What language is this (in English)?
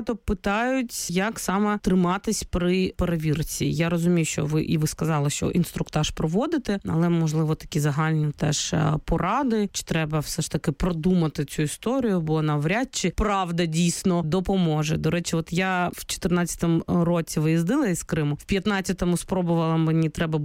Ukrainian